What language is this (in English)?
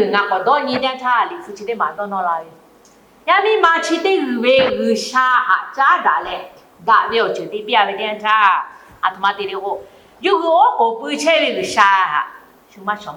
Lahu